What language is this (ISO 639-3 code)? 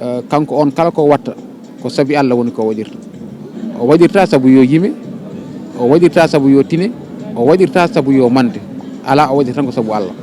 ful